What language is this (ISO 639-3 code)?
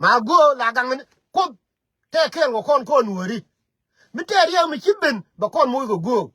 nus